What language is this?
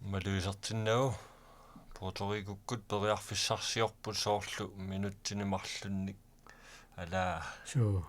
Kalaallisut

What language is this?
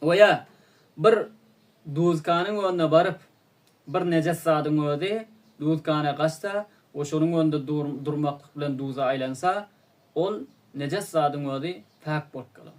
Turkmen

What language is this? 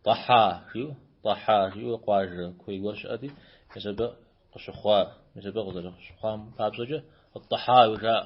Kabardian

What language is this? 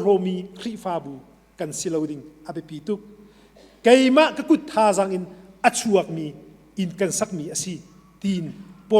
Hakha Chin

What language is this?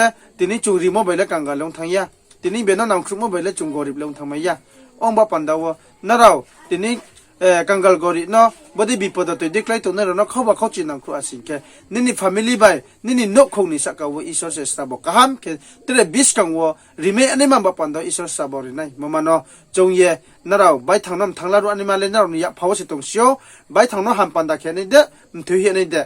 Riang (India)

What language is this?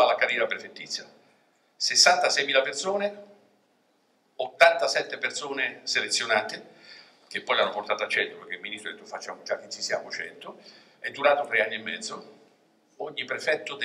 Italian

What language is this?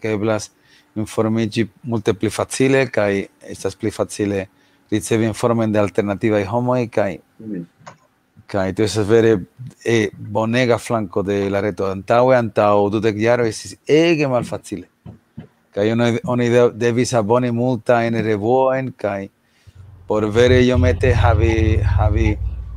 Esperanto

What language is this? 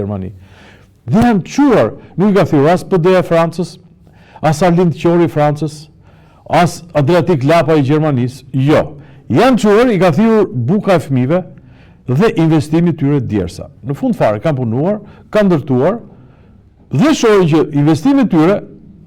Albanian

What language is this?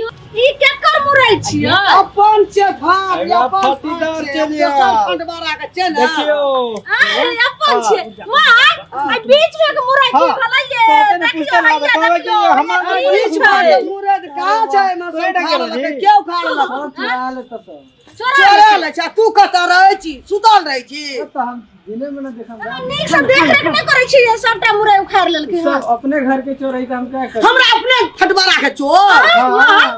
Maithili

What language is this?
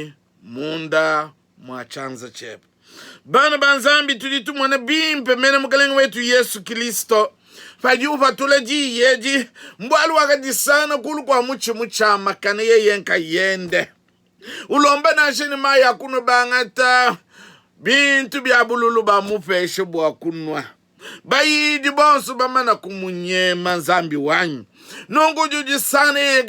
Luba-Lulua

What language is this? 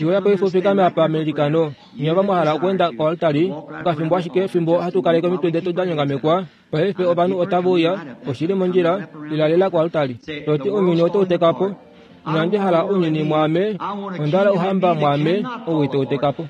Kuanyama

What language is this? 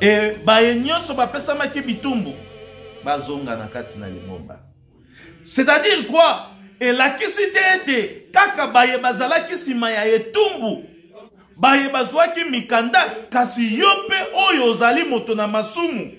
Lingala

